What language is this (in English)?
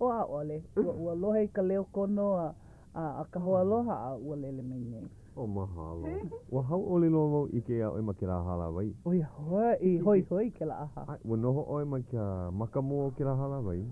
Hawaiian